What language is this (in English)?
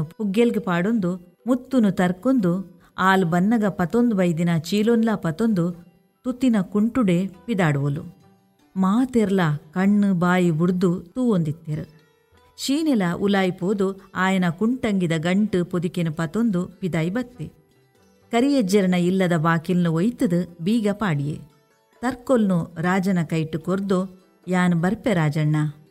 Tulu